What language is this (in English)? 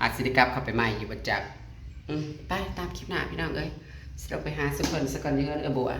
Northeastern Thai